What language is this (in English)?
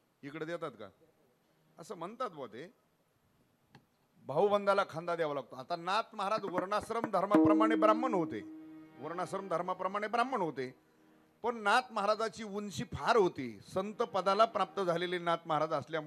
Marathi